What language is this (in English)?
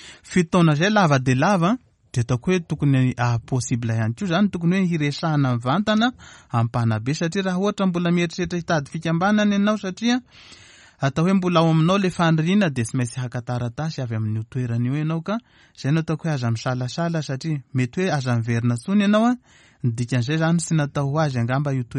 Malagasy